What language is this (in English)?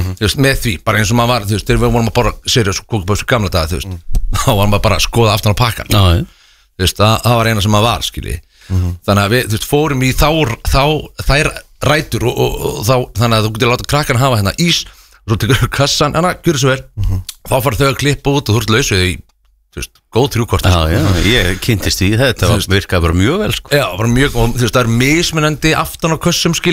Icelandic